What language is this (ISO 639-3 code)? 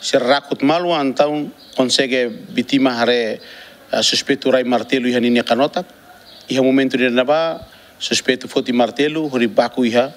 tet